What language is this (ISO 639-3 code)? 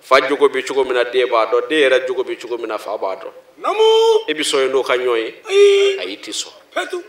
bam